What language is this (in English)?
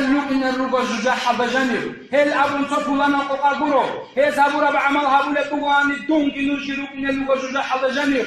Avaric